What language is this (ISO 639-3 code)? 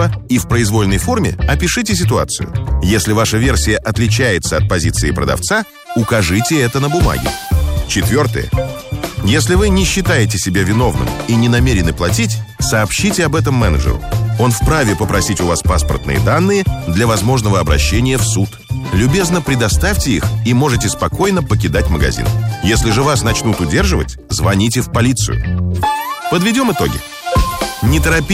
rus